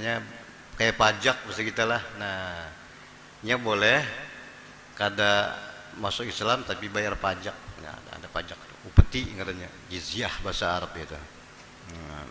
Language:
Banjar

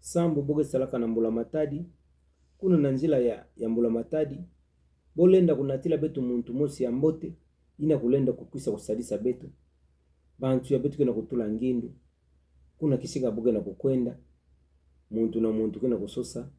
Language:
Kituba (Democratic Republic of Congo)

